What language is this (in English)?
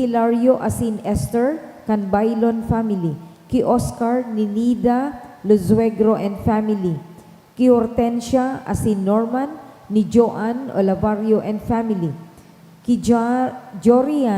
Bikol